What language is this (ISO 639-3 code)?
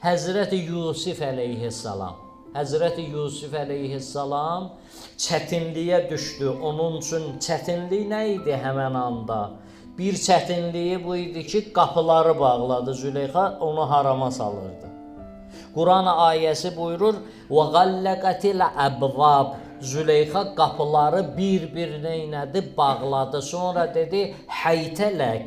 aze